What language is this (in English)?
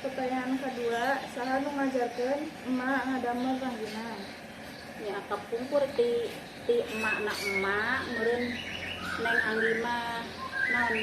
Sundanese